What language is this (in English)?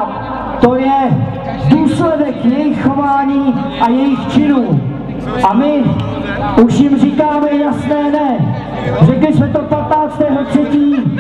Czech